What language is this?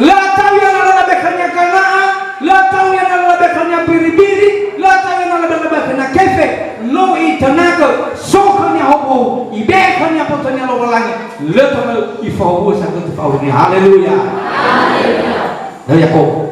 Nias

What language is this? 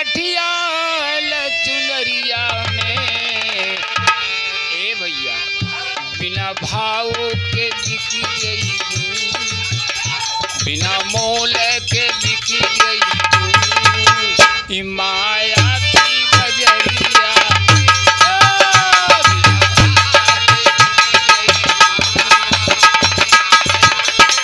Bhojpuri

